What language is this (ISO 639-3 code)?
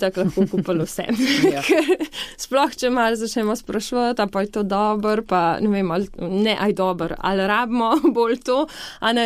slv